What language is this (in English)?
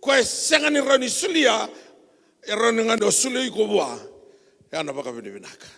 Fijian